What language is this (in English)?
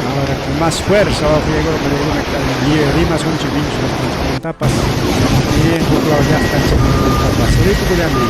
Ayacucho Quechua